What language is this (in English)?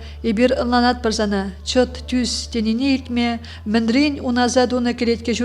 Chuvash